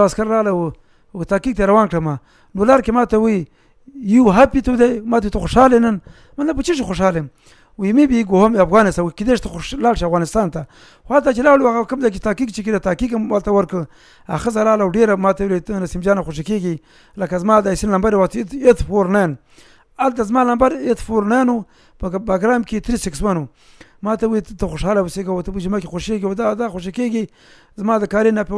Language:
Pashto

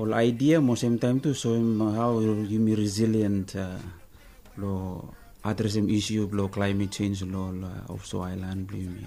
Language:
Bislama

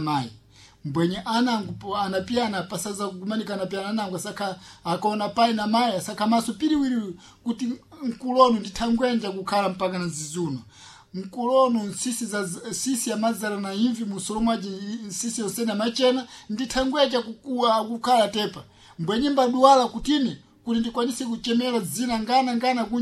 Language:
Sena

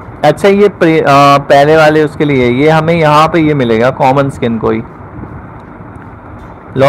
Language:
Hindi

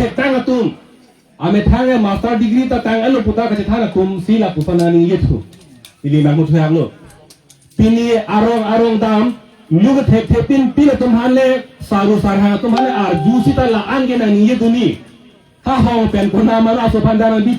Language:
Karbi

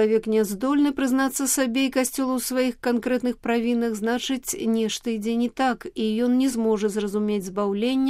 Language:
Belarusian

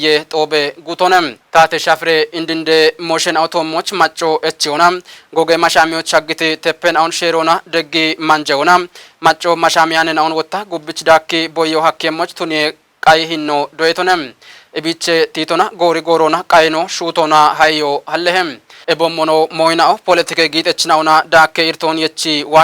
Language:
Kafa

